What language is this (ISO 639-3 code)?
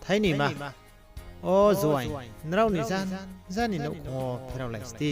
ria